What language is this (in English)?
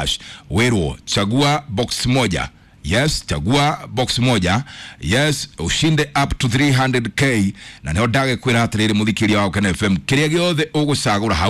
Kikuyu